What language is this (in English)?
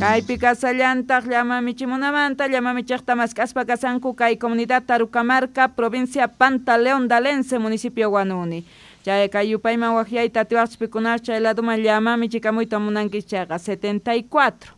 Quechua